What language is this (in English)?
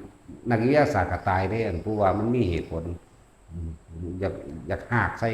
Northeastern Thai